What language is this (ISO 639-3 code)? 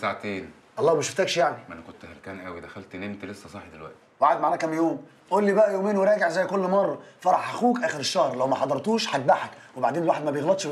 arz